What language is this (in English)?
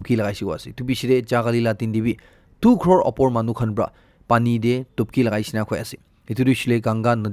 Naga Pidgin